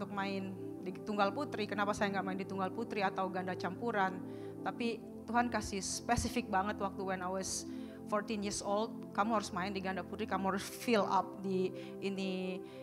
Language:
Indonesian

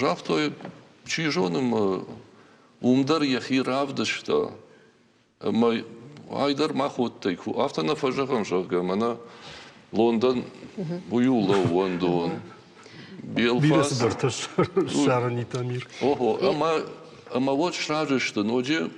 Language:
Ossetic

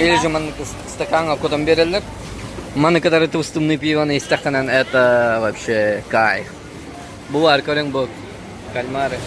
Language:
Yakut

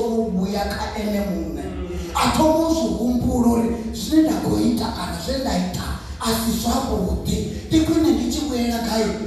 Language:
Venda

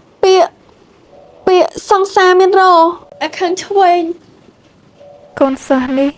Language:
Khmer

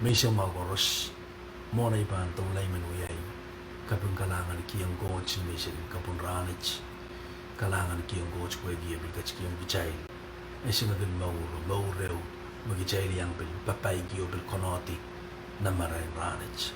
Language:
Pohnpeian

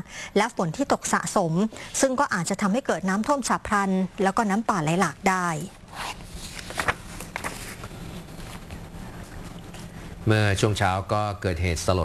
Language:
Thai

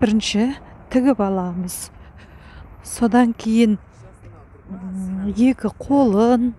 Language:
Kazakh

